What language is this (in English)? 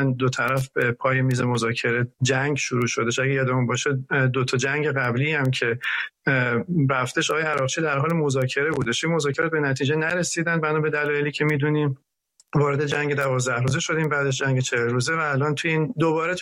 Persian